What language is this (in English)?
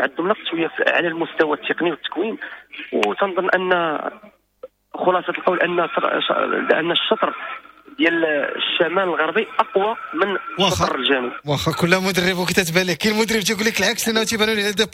Moroccan Arabic